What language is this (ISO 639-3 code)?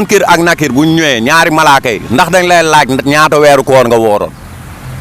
wol